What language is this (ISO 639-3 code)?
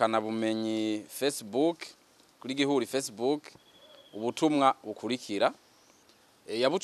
run